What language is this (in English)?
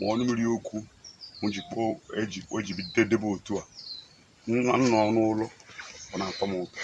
Igbo